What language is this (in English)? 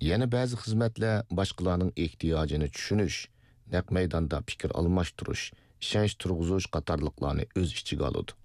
Uyghur